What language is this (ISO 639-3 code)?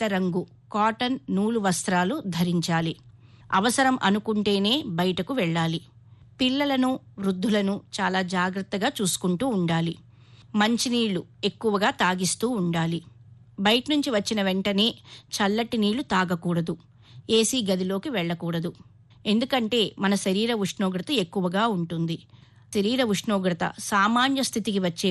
tel